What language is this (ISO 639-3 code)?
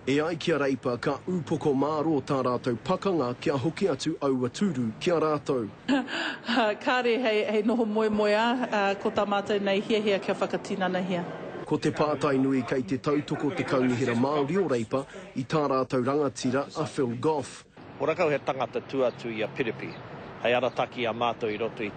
mri